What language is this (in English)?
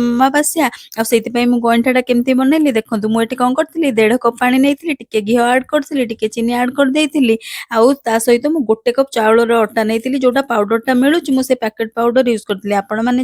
Odia